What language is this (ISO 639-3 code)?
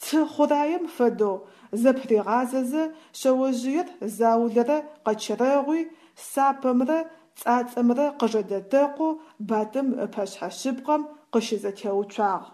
ady